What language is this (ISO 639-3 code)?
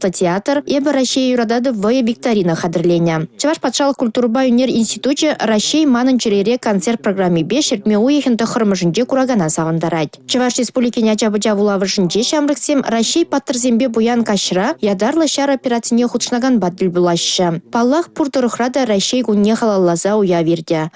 chv